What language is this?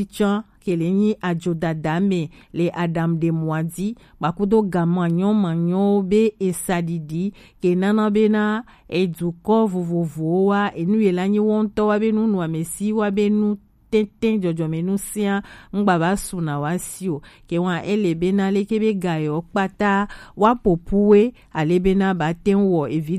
Gen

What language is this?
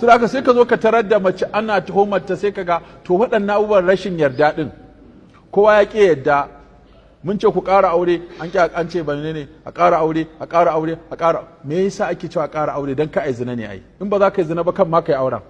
Hausa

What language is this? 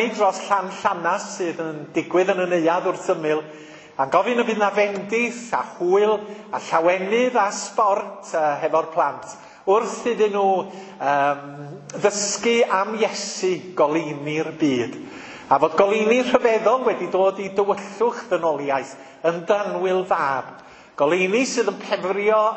Welsh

